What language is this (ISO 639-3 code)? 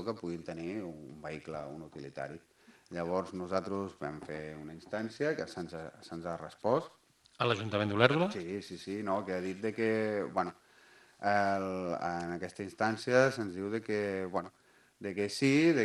cat